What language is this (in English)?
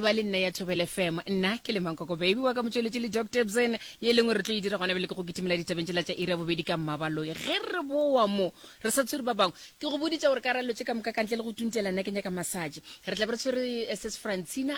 Northern Sotho